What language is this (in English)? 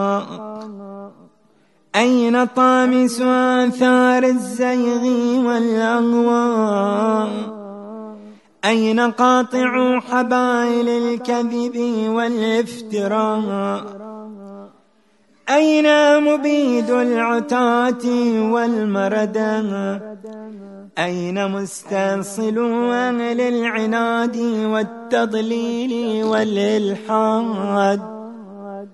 Arabic